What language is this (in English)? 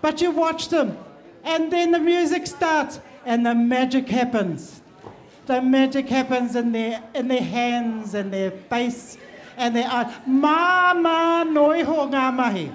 Māori